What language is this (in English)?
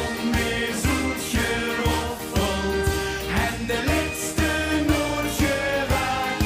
Limburgish